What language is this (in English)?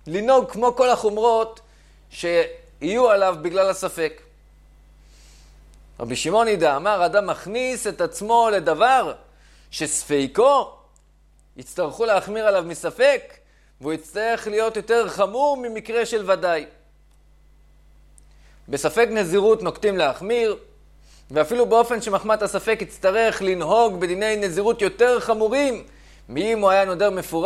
Hebrew